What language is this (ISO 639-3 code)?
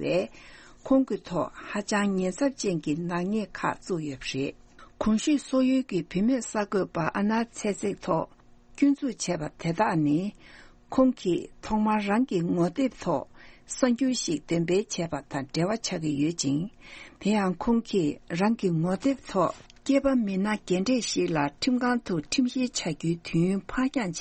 bod